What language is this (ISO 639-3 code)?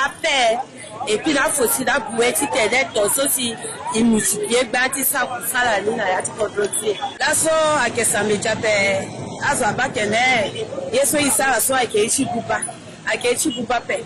sag